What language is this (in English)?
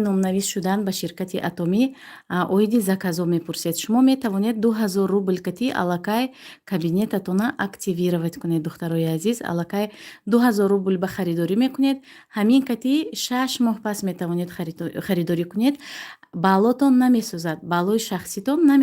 Tajik